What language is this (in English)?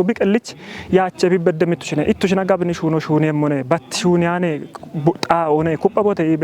Kafa